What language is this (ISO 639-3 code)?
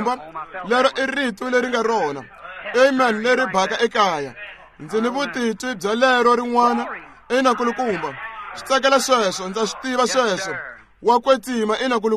tso